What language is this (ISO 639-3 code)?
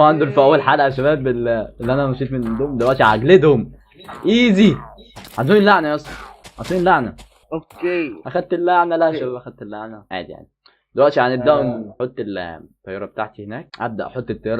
arz